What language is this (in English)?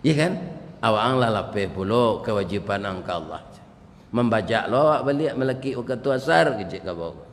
Minangkabau